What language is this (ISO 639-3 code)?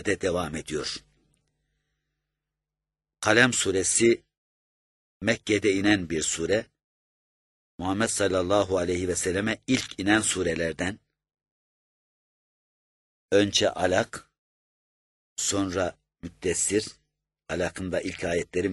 tur